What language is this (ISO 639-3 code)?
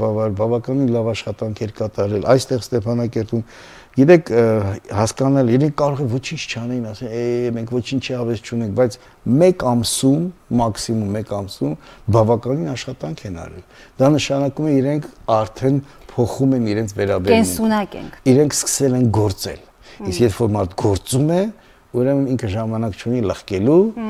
hye